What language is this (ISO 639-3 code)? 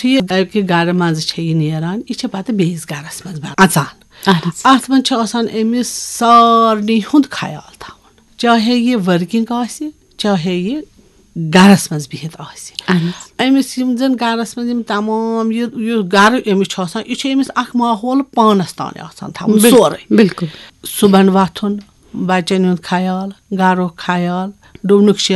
kas